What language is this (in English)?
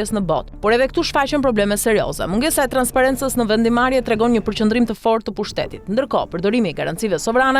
Albanian